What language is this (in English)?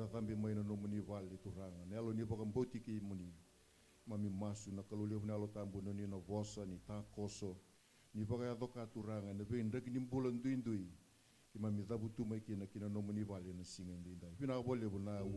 Fijian